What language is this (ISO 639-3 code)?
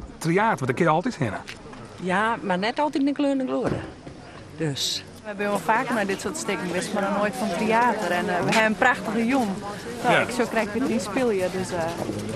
fry